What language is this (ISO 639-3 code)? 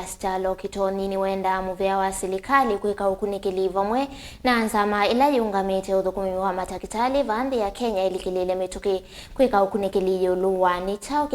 kam